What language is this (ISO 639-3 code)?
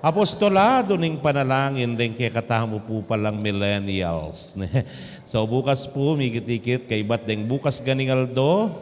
pam